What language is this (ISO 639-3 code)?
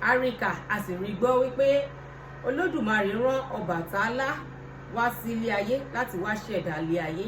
yor